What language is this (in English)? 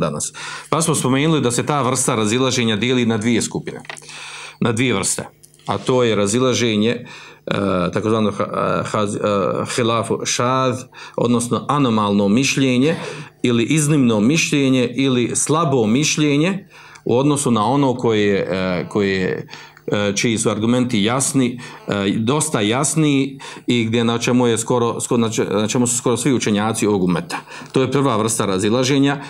Bosnian